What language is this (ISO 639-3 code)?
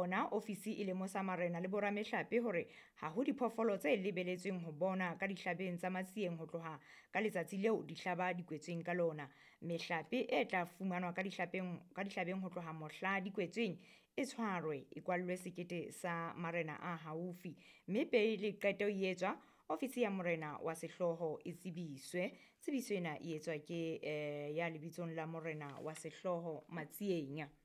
sot